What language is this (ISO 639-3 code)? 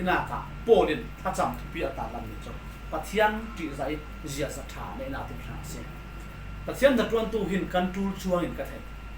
cfm